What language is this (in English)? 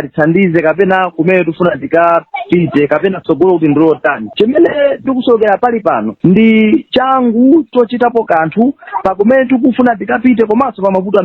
Nyanja